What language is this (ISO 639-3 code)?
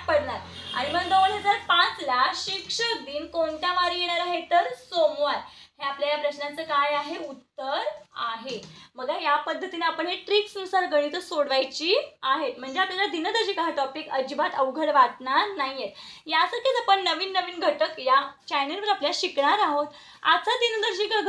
mar